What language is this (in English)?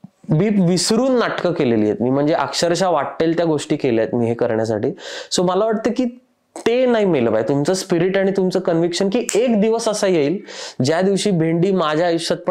Marathi